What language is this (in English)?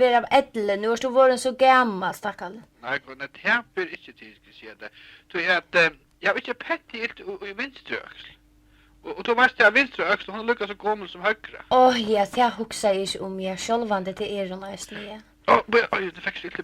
Faroese